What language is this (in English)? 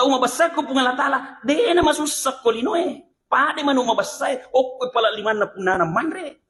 Buginese